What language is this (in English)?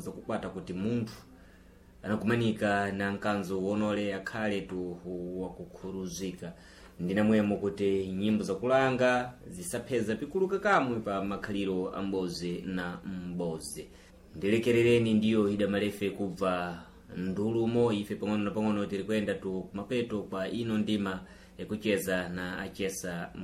Sena